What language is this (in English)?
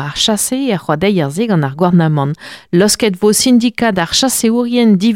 Breton